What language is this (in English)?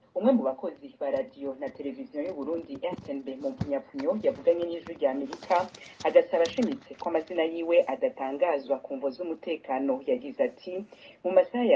Rundi